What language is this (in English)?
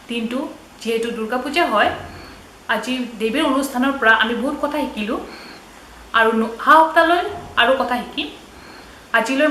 Assamese